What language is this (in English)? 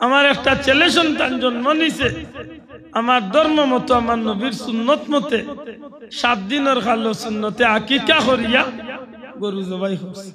Sylheti